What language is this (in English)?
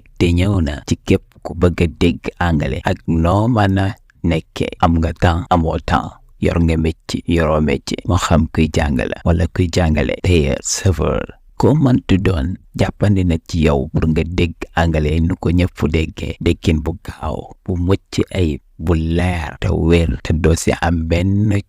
Wolof